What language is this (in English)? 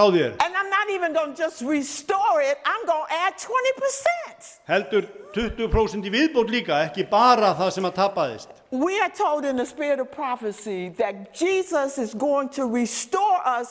Icelandic